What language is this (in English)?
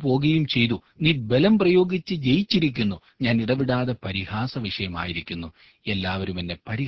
Malayalam